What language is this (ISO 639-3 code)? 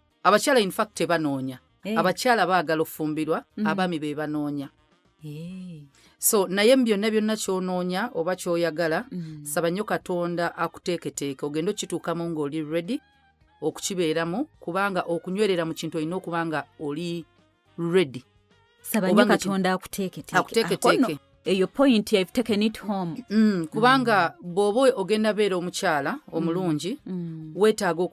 lug